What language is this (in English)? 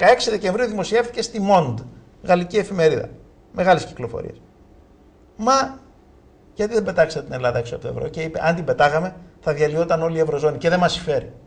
Greek